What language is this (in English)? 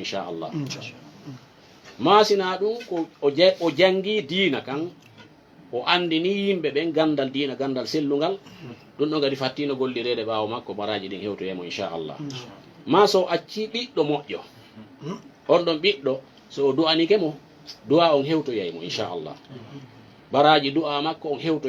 Fula